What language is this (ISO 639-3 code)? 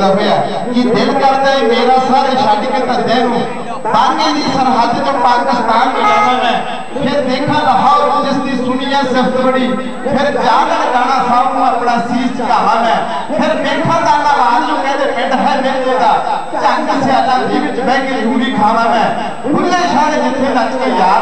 pan